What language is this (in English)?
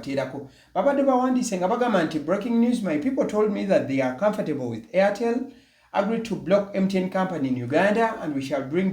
Ganda